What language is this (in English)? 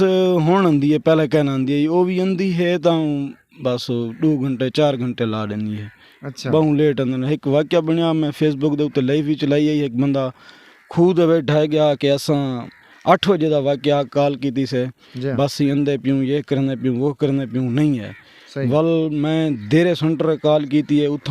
Saraiki